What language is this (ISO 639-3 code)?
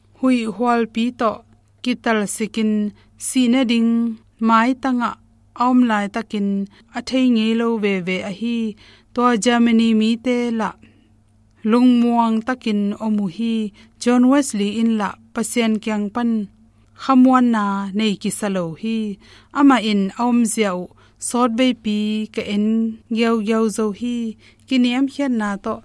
ctd